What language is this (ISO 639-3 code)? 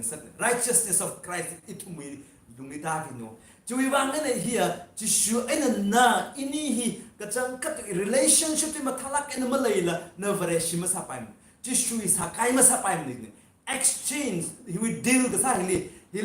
nmf